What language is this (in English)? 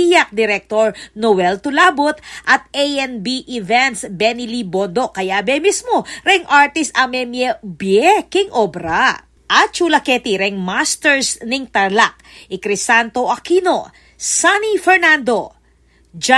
Pampanga